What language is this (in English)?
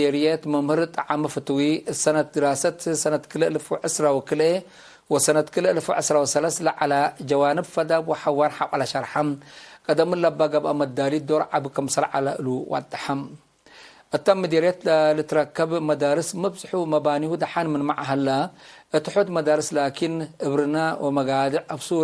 Tigre